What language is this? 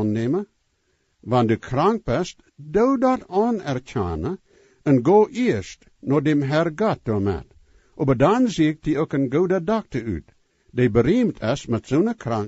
Plautdietsch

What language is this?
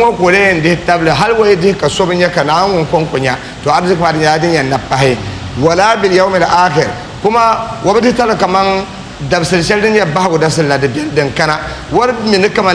Dagbani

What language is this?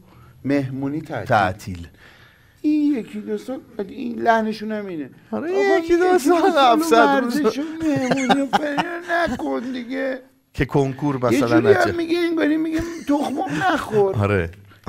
Persian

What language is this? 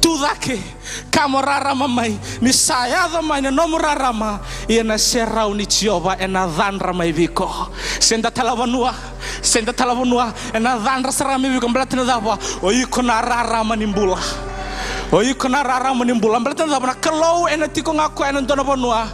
Fijian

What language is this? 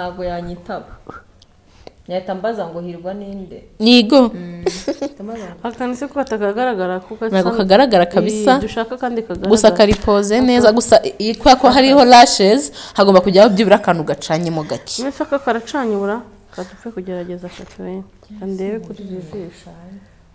Kinyarwanda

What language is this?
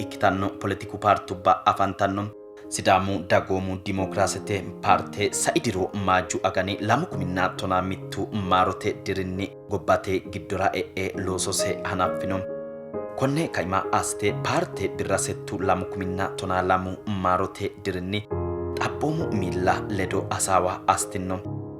Sidamo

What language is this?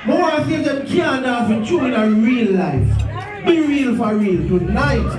Jamaican Creole English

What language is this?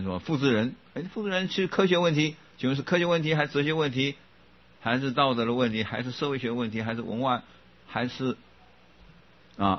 Chinese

